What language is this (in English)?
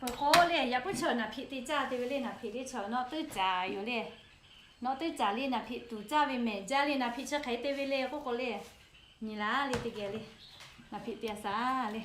Lahu